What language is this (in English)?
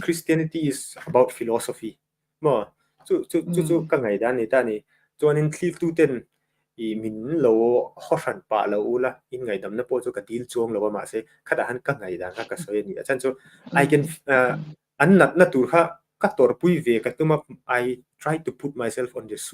Mizo